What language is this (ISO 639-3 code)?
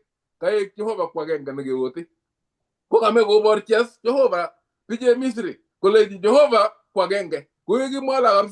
kln